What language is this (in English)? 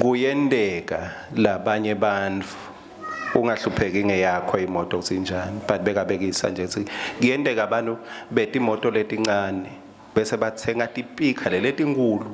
Swati